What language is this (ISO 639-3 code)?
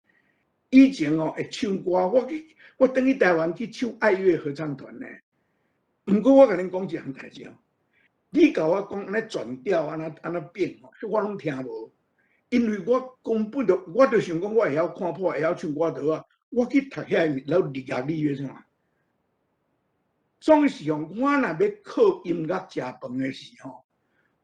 nan